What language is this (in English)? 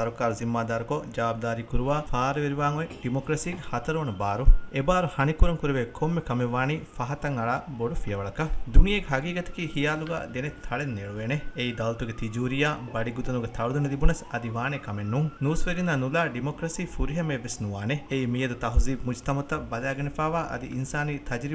Divehi